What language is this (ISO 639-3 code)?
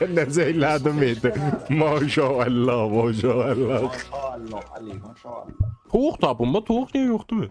azb